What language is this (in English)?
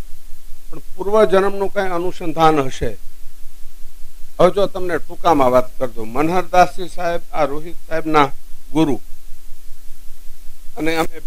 Gujarati